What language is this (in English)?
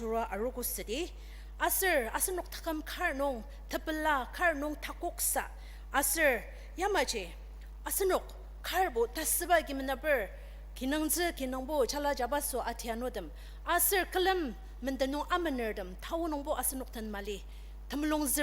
Ao Naga